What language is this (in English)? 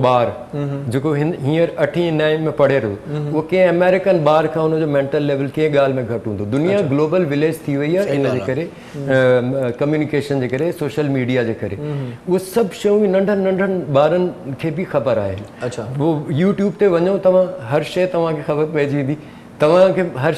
Sindhi